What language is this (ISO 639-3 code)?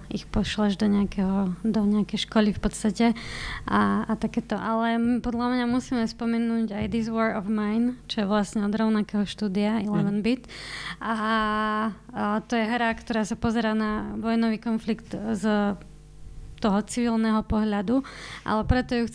slk